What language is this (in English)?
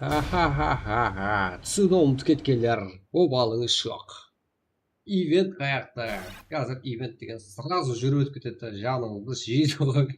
Kara-Kalpak